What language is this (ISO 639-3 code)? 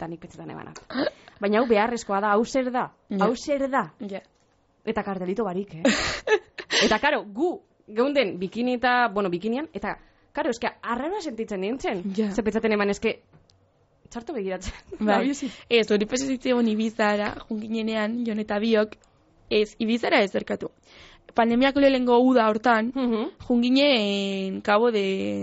eus